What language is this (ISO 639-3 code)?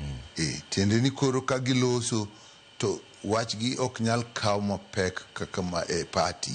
luo